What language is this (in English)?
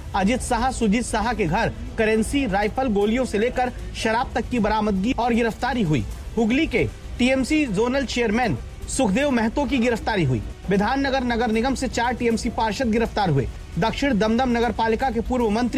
Hindi